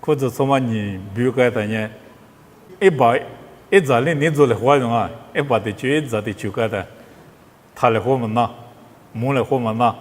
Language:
Lisu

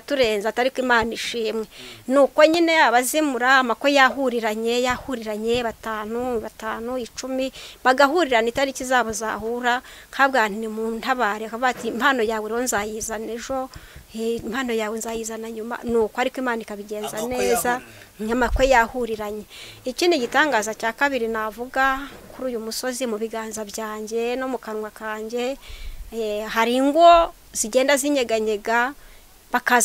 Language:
Kinyarwanda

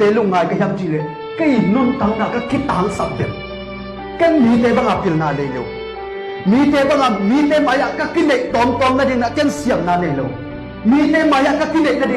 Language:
Tedim Chin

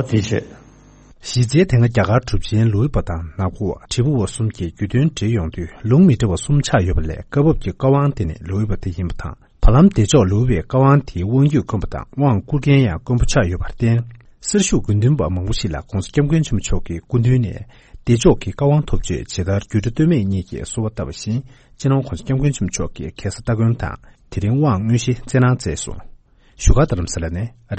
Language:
Tibetan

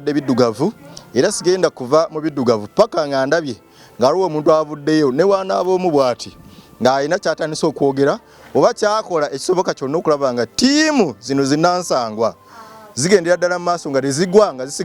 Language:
Ganda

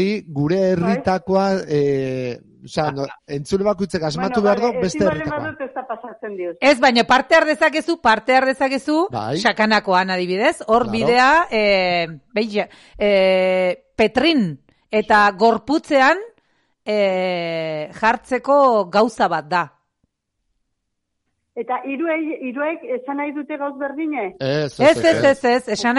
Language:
Basque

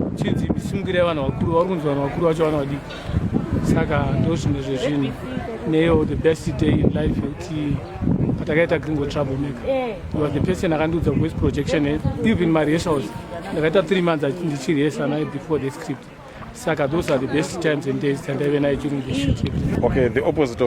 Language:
Shona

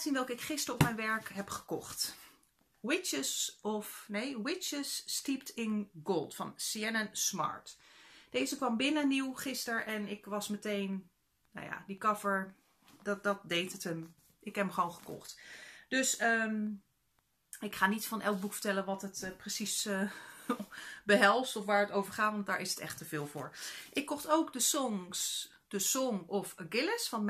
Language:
Dutch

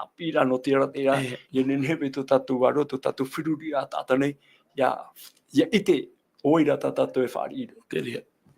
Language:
Tahitian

